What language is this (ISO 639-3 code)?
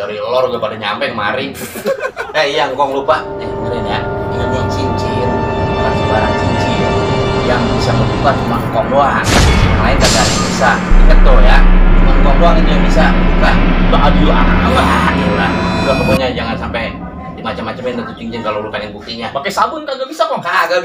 bew